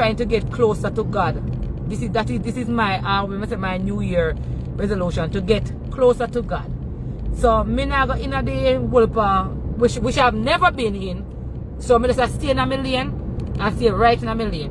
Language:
Jamaican Creole English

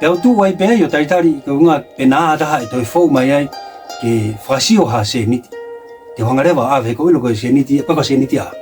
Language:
Tongan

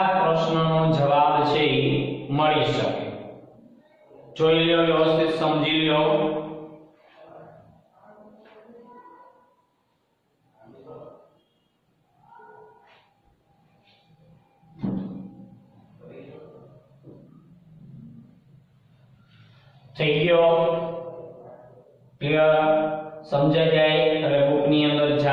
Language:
Gujarati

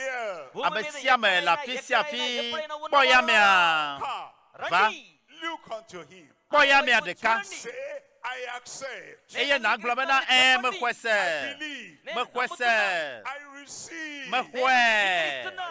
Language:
Ewe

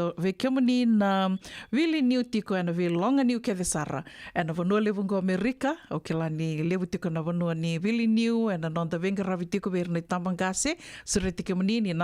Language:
Fijian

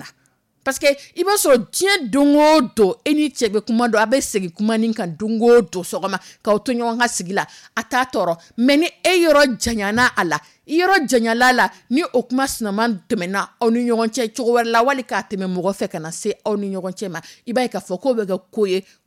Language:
Dyula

